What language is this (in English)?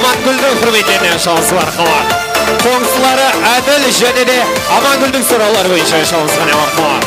Kara-Kalpak